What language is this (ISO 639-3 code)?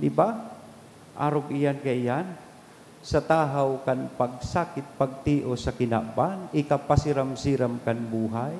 bik